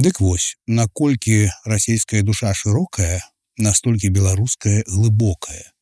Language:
Belarusian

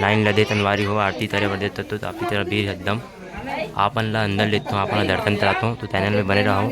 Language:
Chhattisgarhi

